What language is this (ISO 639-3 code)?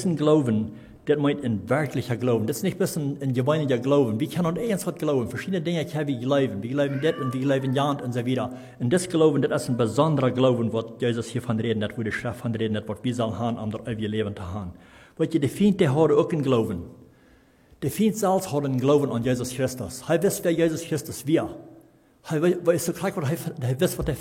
pdt